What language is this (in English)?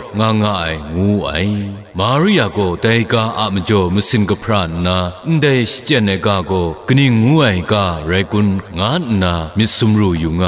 Kachin